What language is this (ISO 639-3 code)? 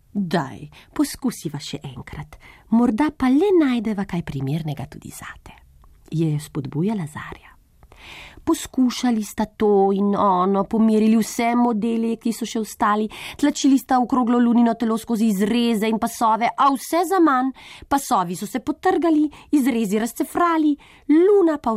slv